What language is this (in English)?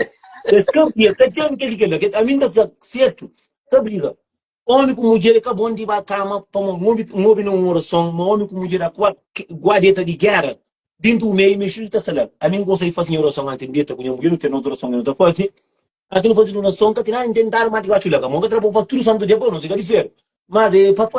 Kabuverdianu